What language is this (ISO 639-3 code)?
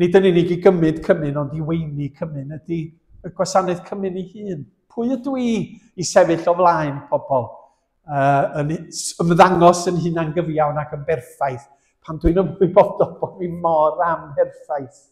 cym